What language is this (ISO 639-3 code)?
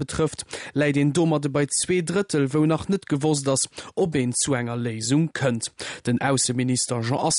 ltz